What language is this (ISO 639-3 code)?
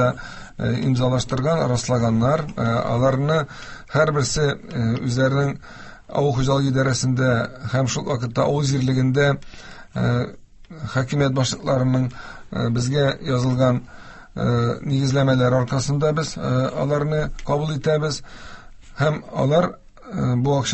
tat